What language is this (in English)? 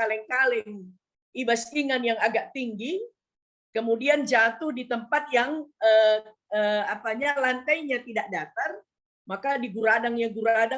Batak Karo